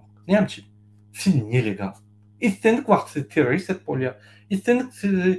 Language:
Turkmen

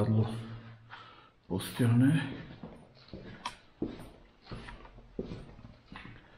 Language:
Slovak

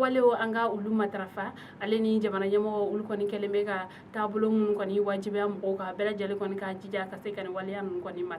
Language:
Bambara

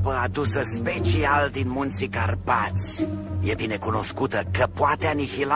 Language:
Romanian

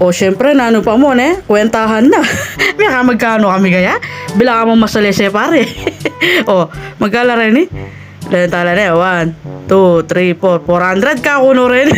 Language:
Pampanga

